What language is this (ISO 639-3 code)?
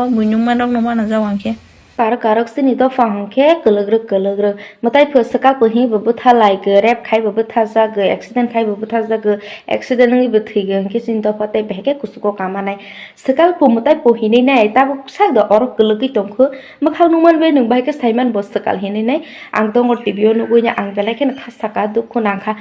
trp